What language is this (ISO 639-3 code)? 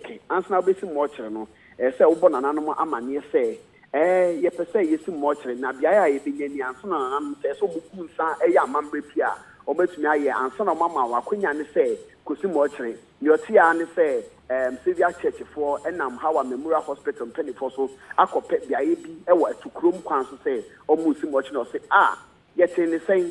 aka